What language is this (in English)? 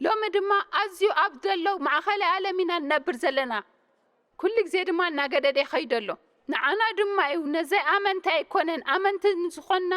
Tigrinya